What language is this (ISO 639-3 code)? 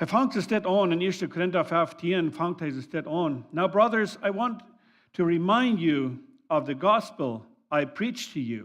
pdt